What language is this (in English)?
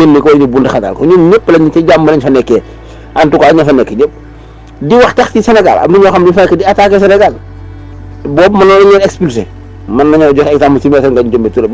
Wolof